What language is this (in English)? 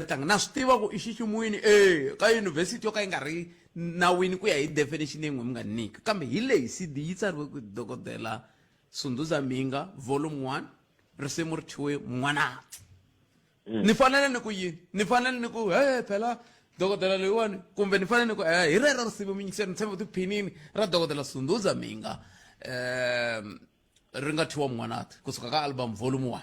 Tsonga